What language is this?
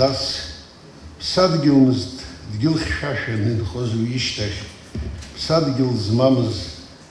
Abkhazian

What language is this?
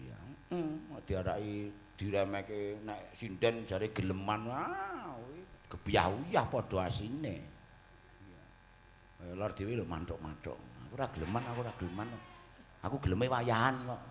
Javanese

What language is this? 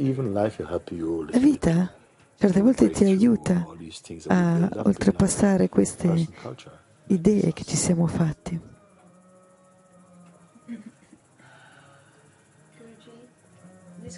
Italian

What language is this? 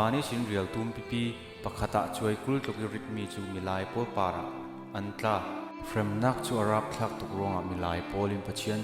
Falam Chin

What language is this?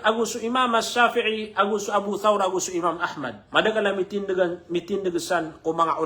Maranao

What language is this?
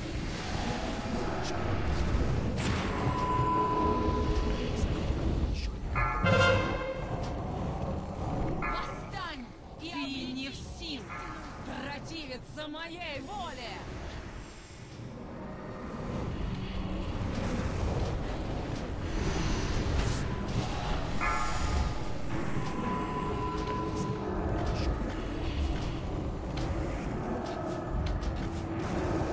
Russian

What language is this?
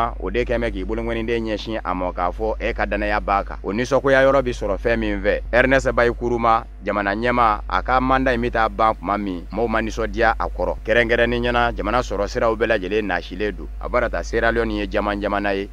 Bambara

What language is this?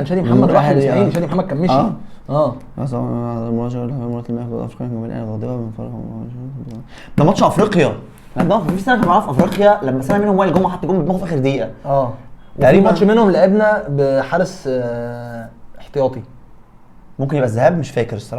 Egyptian Arabic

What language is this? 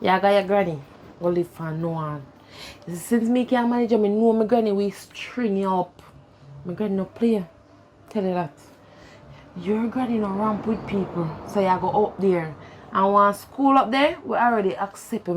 Jamaican Creole English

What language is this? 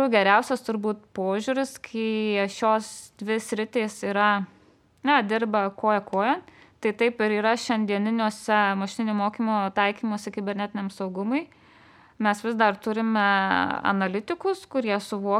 Lithuanian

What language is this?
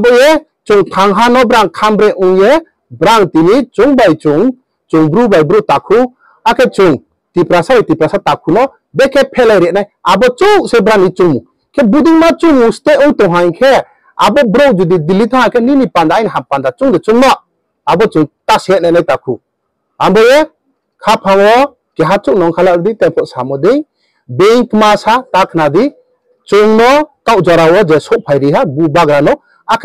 Riang (India)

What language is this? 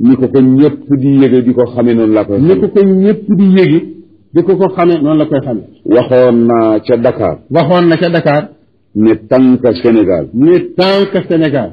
Wolof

